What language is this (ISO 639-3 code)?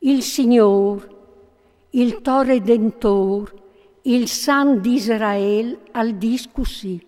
fur